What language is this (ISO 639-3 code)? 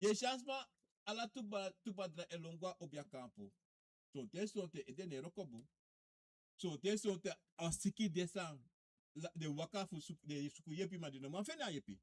srn